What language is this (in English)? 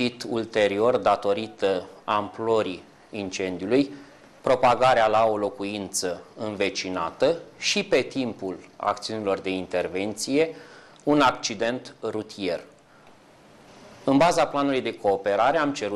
Romanian